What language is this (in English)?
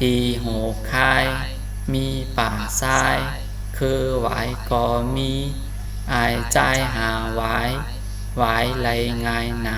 Shan